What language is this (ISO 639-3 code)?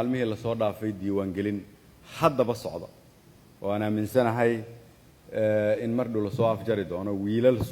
som